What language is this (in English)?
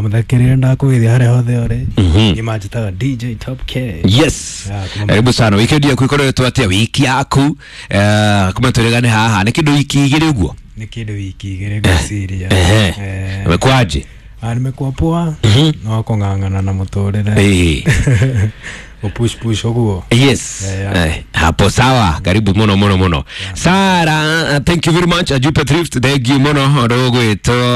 Kikuyu